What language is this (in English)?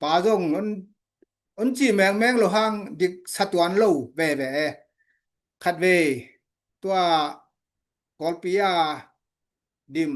Tedim Chin